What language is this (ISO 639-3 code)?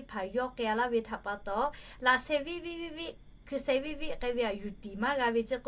lhu